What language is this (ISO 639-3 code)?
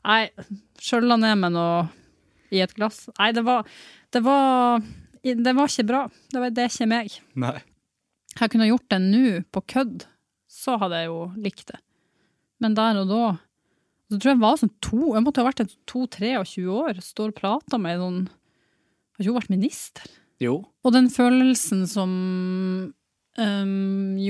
nor